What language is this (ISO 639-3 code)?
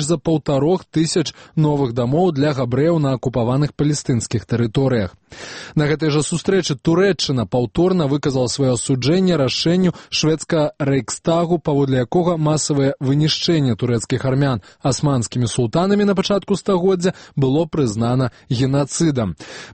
bel